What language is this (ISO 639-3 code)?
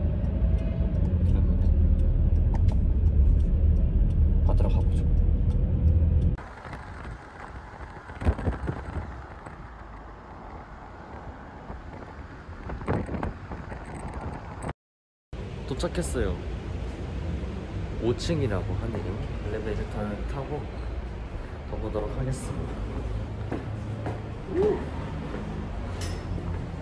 kor